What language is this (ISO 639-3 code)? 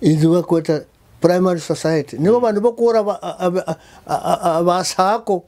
nyo